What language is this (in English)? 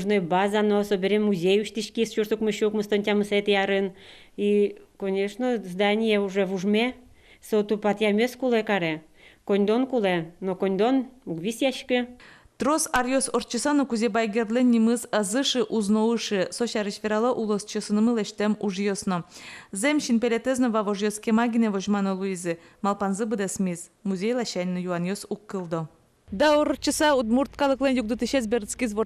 Udmurt